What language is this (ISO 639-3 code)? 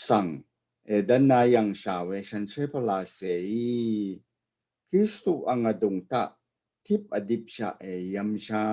raw